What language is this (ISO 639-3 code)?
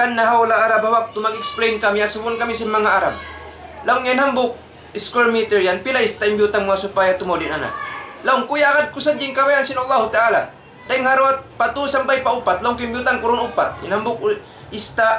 tsg